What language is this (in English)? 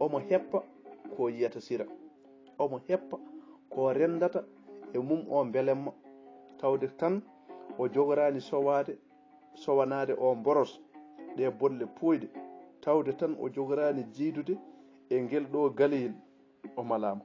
Fula